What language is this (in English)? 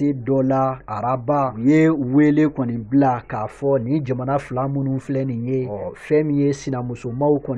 Bambara